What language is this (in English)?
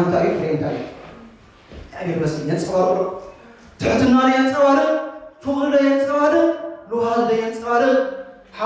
Tigrinya